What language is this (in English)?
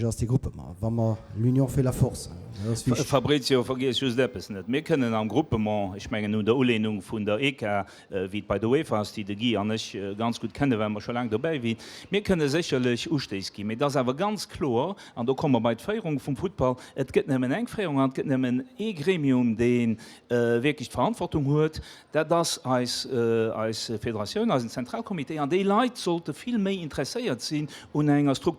Luxembourgish